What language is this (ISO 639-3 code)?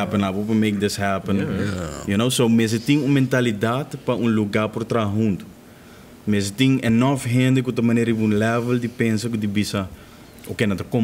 pap